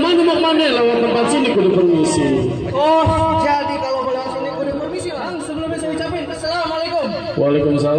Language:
Betawi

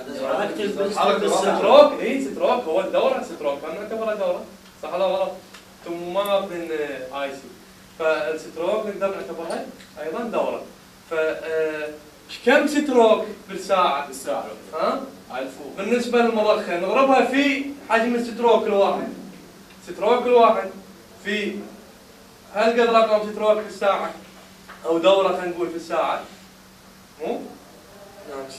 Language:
Mesopotamian Arabic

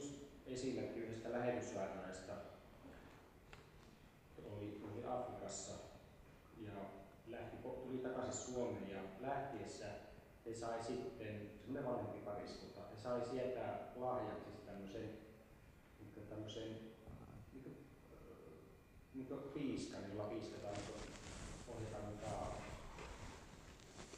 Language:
Finnish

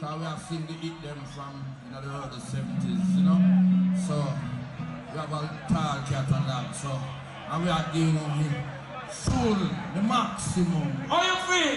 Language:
Jamaican Creole English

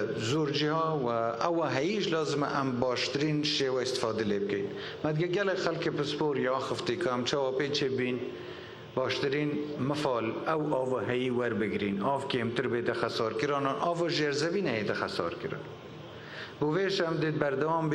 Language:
Kurdish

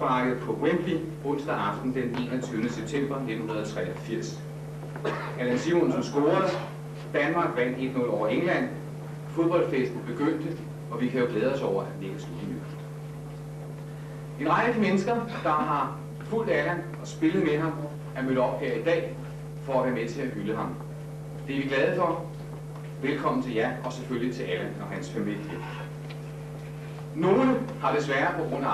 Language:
Danish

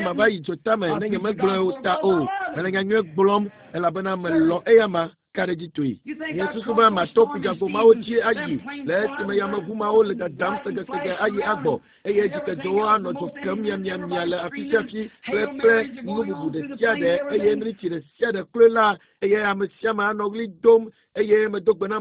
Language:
Ewe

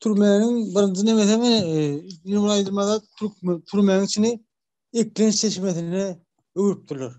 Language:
Turkmen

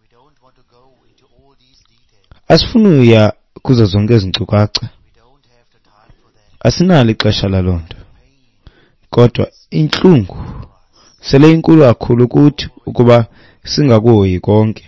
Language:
Xhosa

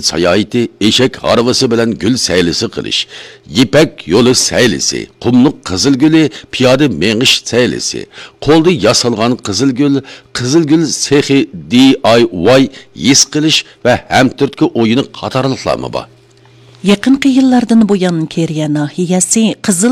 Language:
Uyghur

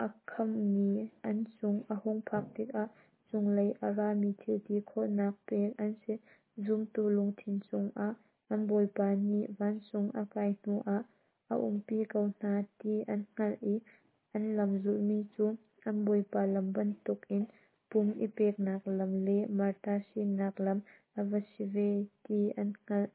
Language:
Hakha Chin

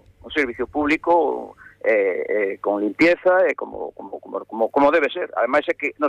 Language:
Galician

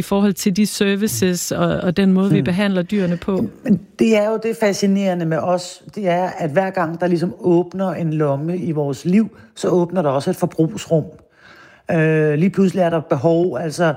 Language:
Danish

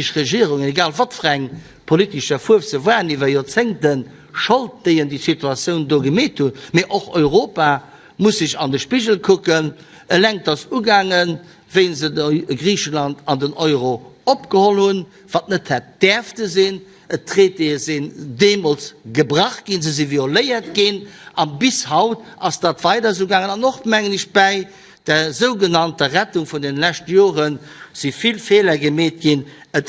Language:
Luxembourgish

